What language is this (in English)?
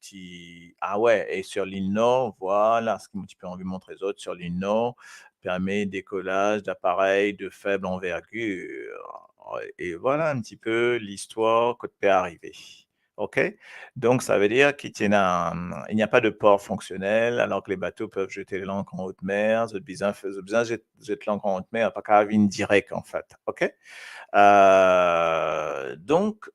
Morisyen